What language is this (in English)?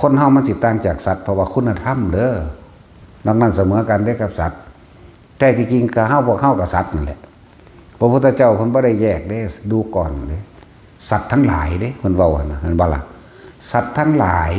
Northeastern Thai